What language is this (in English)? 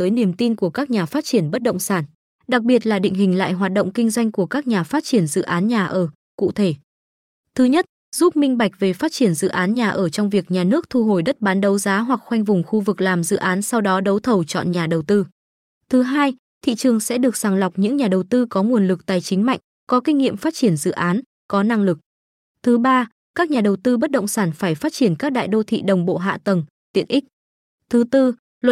Vietnamese